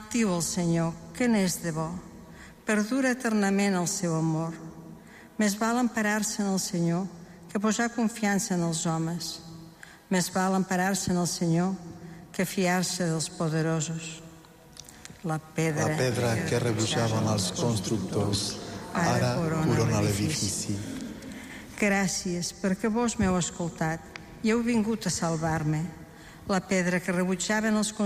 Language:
Catalan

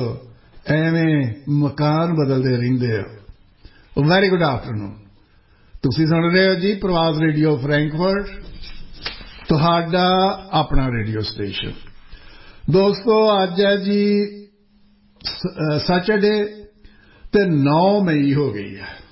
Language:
Punjabi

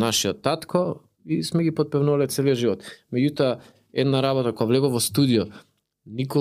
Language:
Macedonian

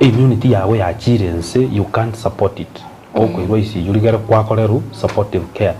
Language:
Gusii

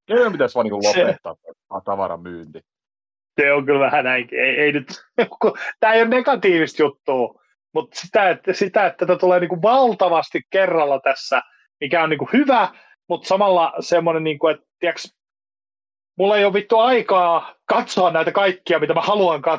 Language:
Finnish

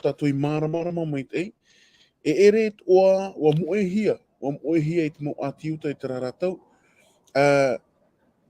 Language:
Tahitian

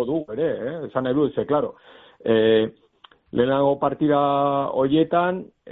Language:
Basque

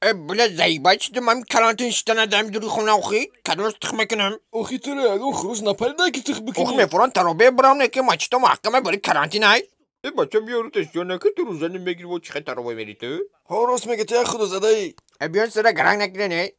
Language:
Tajik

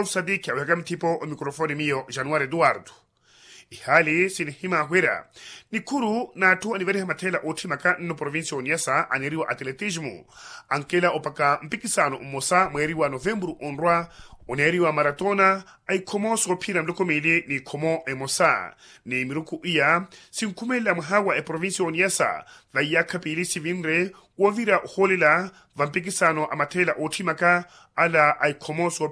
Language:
Makhuwa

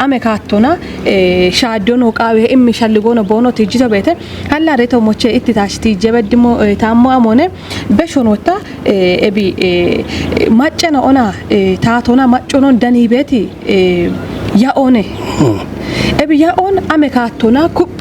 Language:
Kafa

